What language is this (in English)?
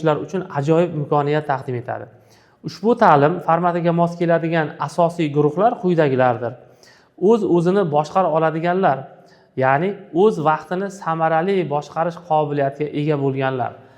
Uzbek